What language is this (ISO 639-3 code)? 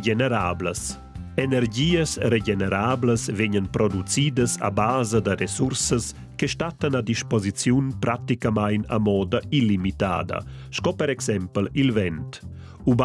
roh